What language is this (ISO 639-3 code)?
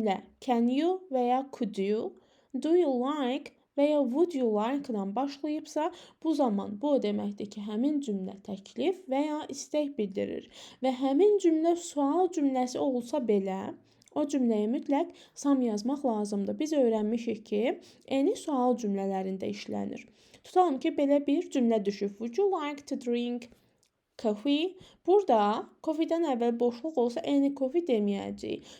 aze